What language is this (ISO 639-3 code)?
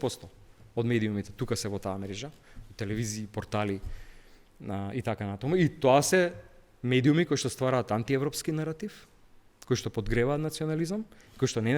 mkd